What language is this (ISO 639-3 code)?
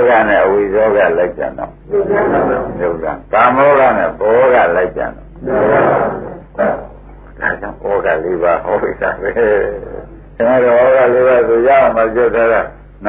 mya